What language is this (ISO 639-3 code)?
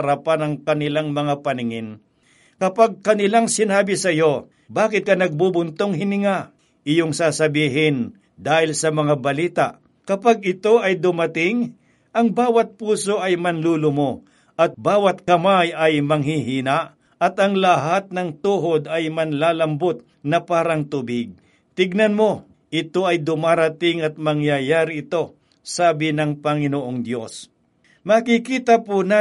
fil